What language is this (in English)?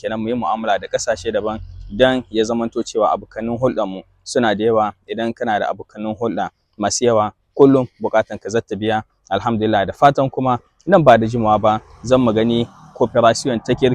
Hausa